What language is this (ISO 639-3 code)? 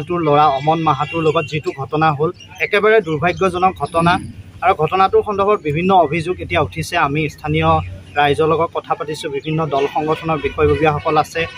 asm